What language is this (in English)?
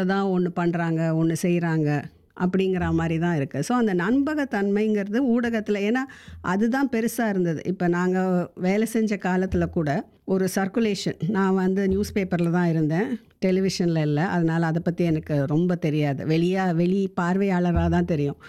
Tamil